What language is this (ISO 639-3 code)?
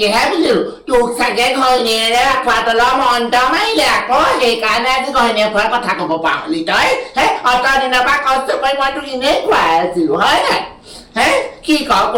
asm